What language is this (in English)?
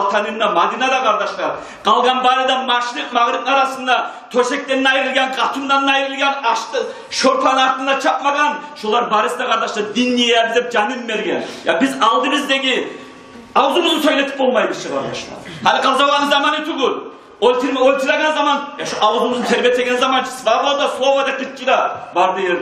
Kumyk